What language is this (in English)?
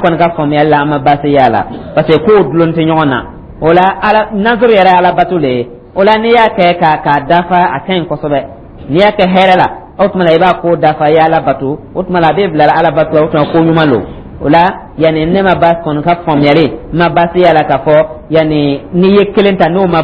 Dyula